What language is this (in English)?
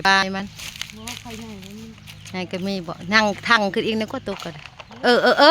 Northeastern Thai